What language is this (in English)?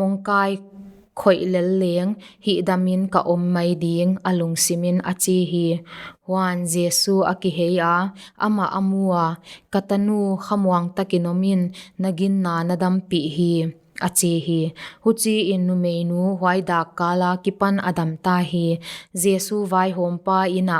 Paite Chin